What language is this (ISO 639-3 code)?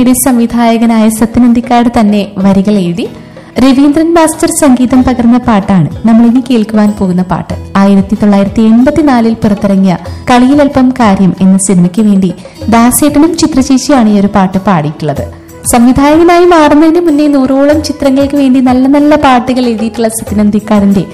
mal